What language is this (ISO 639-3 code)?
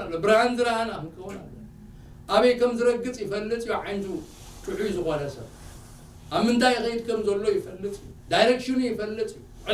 tir